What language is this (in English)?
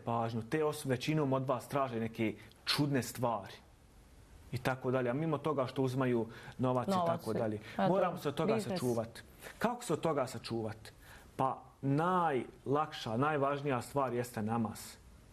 Bosnian